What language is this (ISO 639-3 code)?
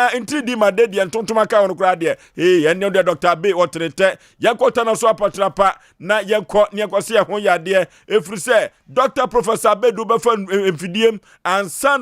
aka